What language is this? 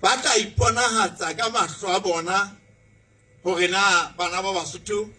Southern Sotho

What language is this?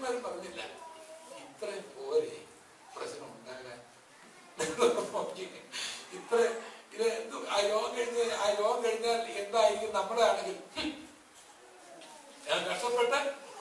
Malayalam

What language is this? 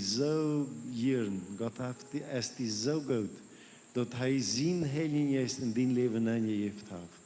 Plautdietsch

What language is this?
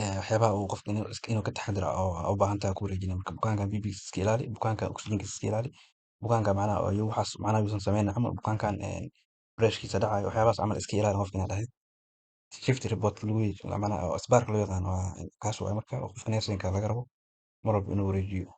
Somali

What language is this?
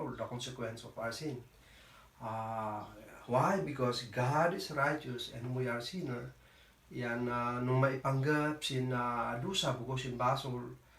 Kankanaey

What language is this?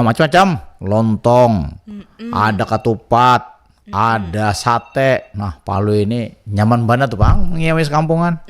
Banjar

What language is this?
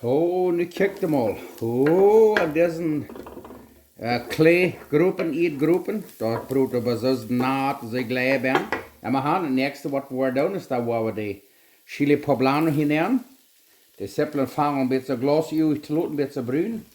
Plautdietsch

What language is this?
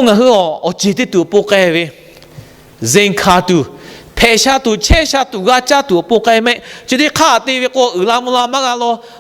Lahu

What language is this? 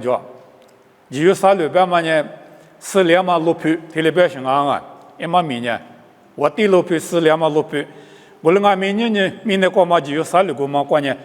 Lisu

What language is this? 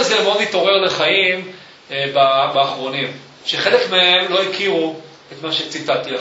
Hebrew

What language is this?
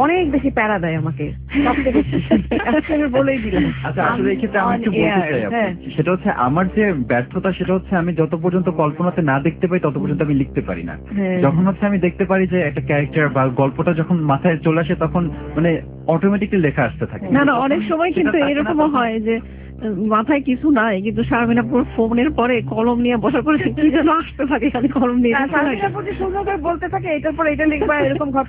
Bangla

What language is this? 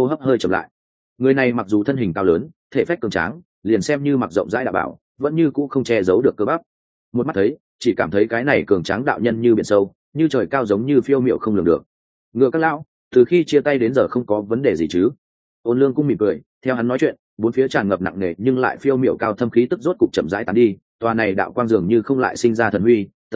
Vietnamese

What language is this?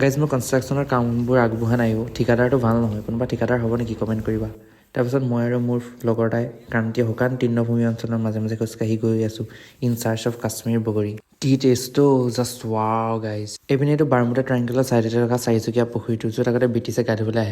Assamese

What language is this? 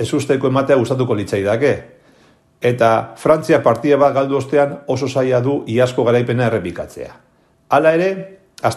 Basque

